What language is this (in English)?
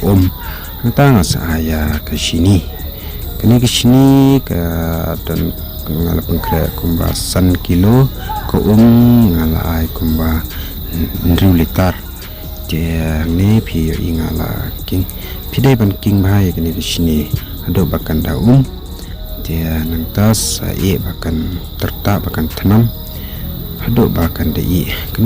Khasi